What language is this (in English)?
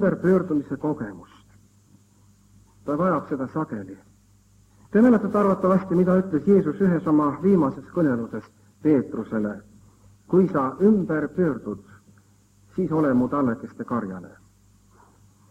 Estonian